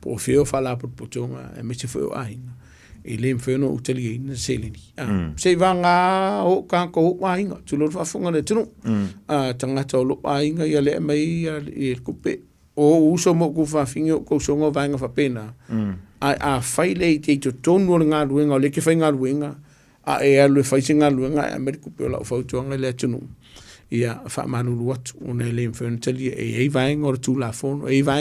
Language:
Samoan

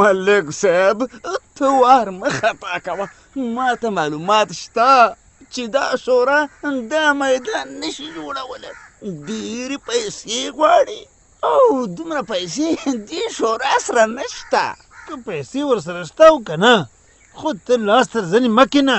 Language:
Pashto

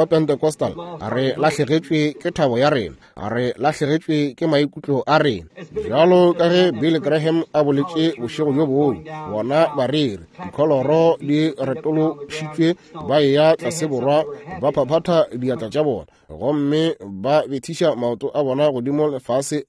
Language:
Northern Sotho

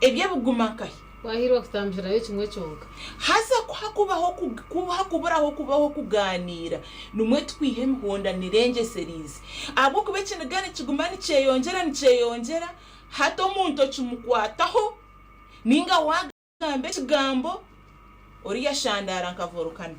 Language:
Nyankole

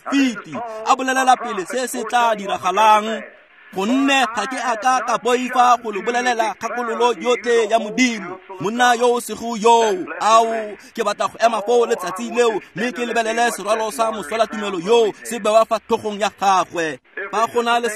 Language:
Tswana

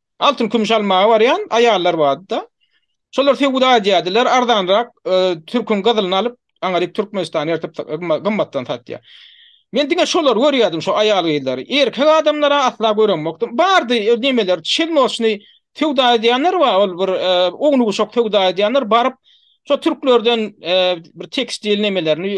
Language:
Turkmen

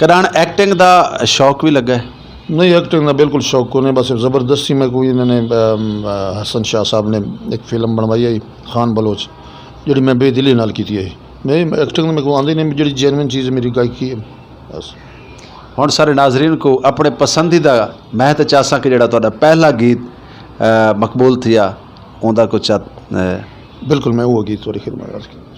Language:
Saraiki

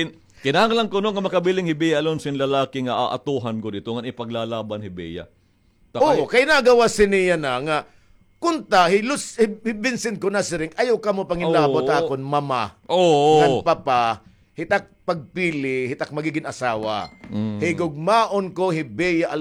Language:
Waray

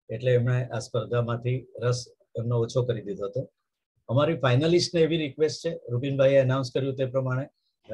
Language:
Gujarati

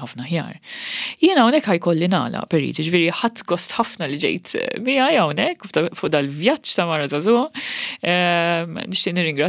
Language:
Maltese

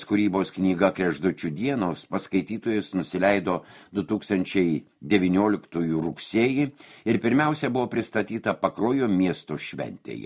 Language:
Lithuanian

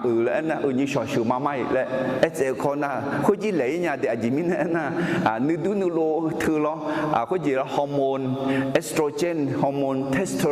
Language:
Akha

